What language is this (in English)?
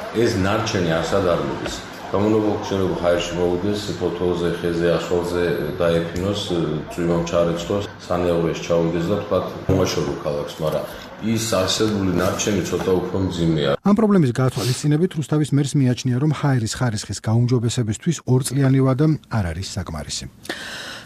Georgian